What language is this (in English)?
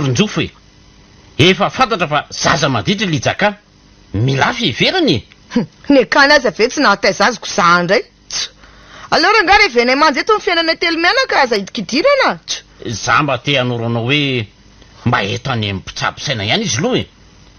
Malagasy